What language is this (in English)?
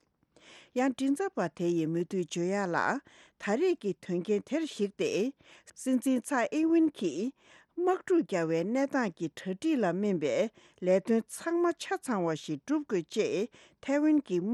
Tibetan